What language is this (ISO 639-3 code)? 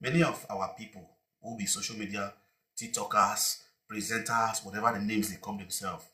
pcm